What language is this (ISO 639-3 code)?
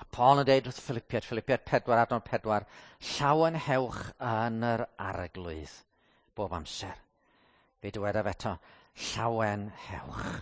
cym